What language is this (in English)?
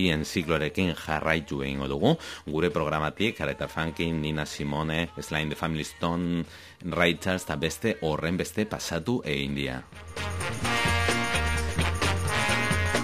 Basque